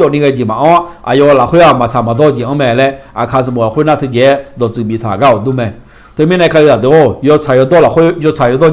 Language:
Akha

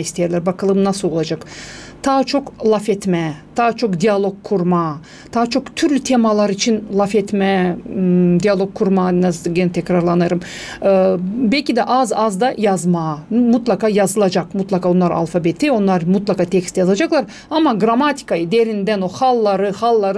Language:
Gagauz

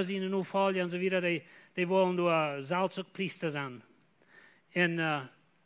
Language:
Plautdietsch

